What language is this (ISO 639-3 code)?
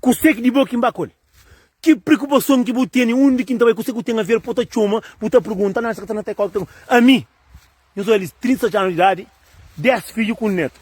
kea